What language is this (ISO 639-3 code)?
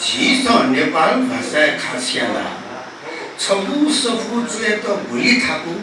new